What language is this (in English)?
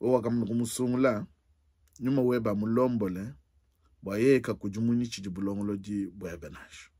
Luba-Lulua